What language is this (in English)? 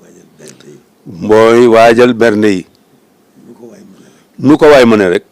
Wolof